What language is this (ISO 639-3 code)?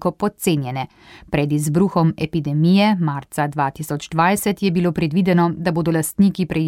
slv